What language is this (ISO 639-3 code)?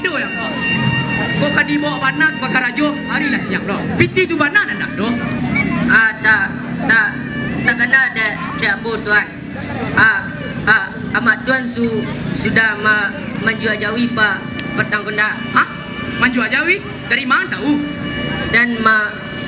min